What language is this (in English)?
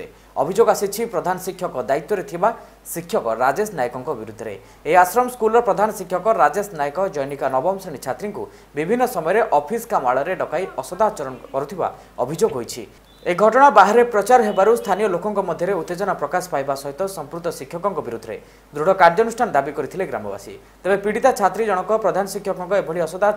Odia